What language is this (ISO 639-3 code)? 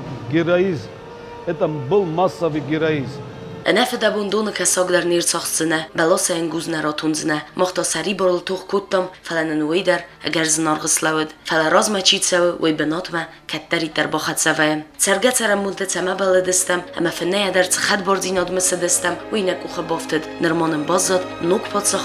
oss